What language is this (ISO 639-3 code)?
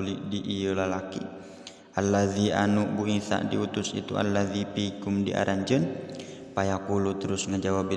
sun